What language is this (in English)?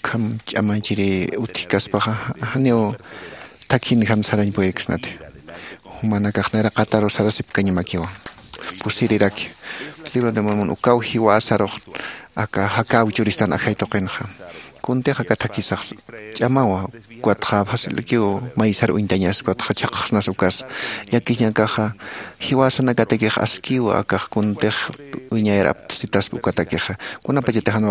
Aymara